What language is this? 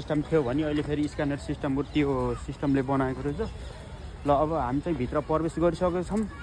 Nepali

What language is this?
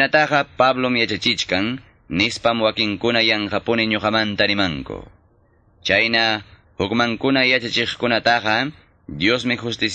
Quechua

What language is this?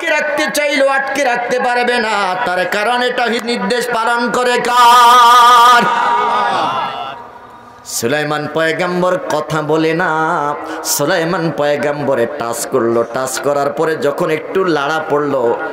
Bangla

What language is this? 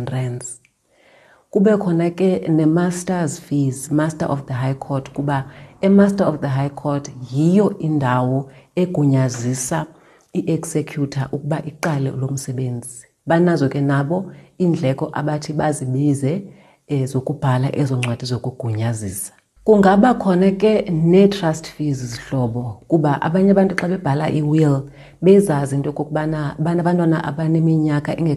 Xhosa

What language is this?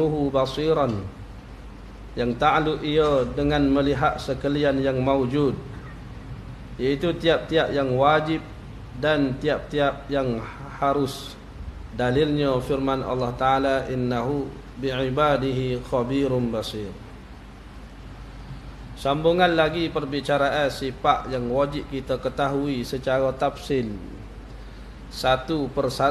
Malay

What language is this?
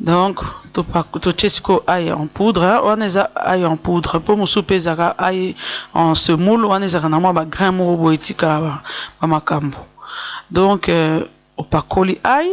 Lingala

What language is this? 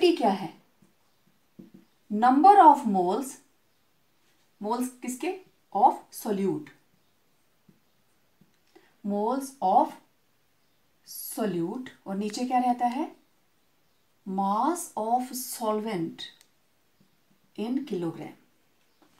Hindi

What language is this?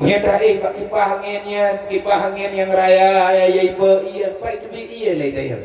Achinese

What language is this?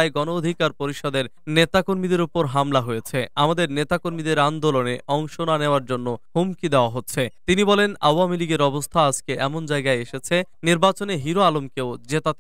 Bangla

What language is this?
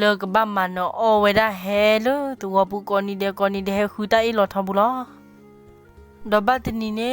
S'gaw Karen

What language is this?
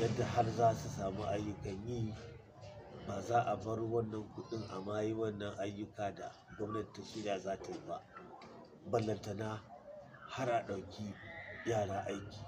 Hausa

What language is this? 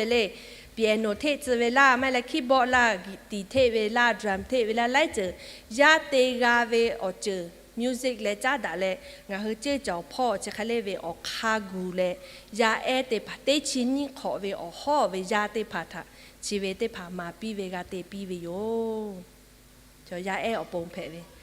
Lahu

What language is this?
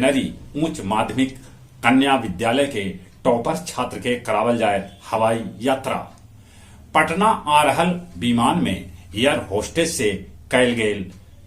Magahi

